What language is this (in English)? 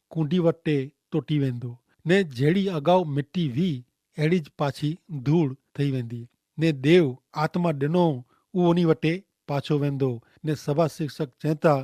Kachhi